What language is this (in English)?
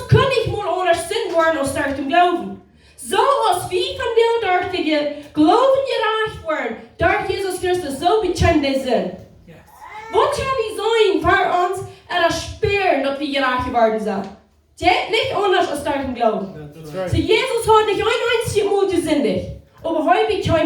Plautdietsch